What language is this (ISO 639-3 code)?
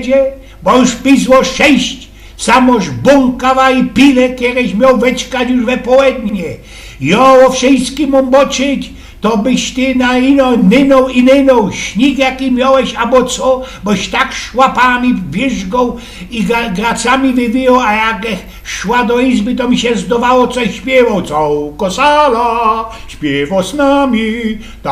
szl